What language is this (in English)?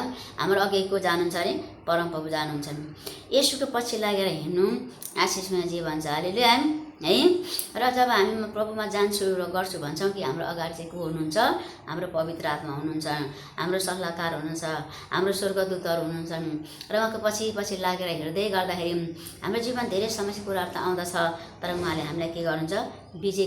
Nepali